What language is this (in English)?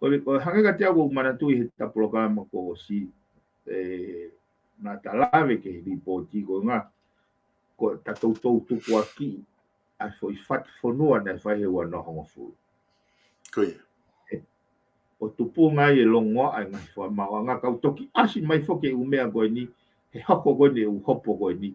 Tongan